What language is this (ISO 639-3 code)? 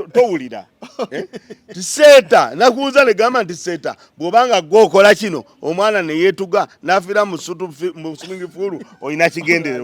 lug